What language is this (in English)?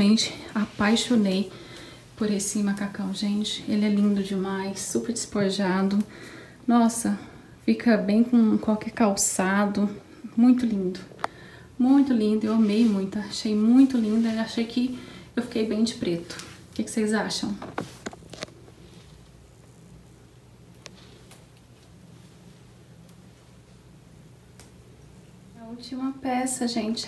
Portuguese